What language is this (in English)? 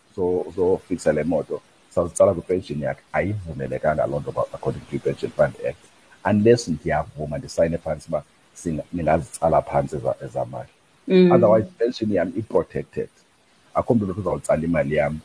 Xhosa